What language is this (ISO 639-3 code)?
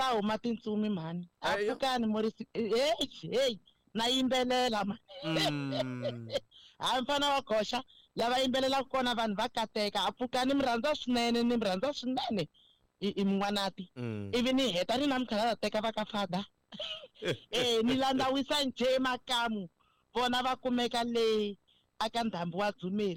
tso